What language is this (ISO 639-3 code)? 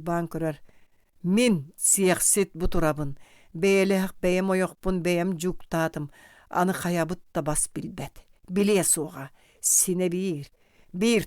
sah